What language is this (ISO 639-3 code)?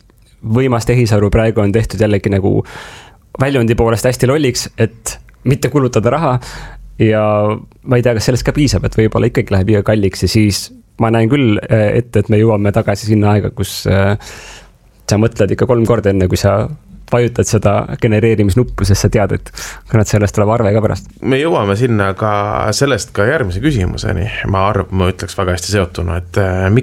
est